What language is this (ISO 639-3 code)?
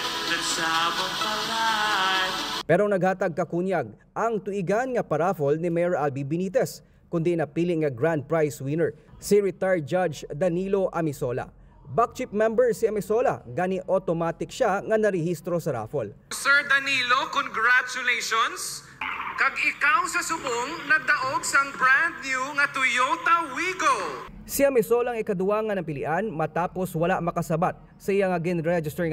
hil